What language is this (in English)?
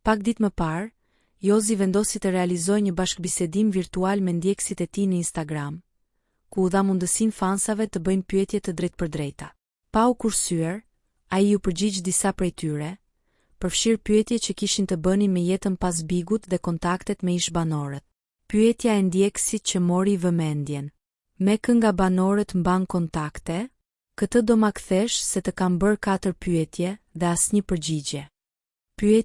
Albanian